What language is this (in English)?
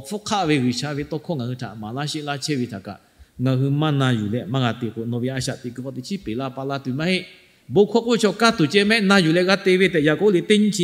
Lahu